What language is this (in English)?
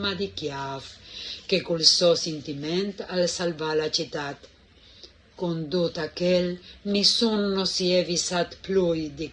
Friulian